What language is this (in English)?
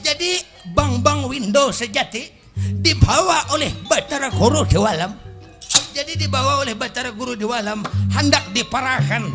Banjar